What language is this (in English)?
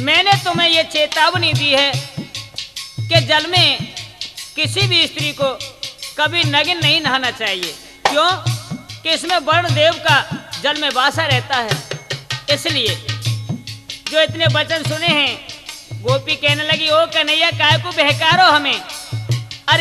Hindi